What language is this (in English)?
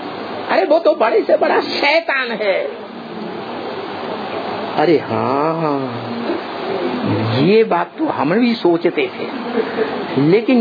Hindi